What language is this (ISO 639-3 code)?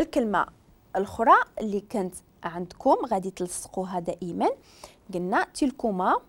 ary